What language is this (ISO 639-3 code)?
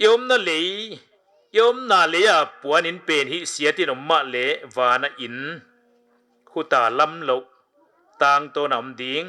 pck